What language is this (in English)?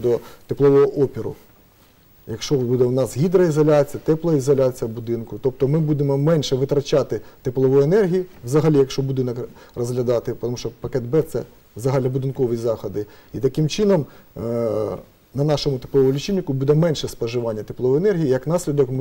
Ukrainian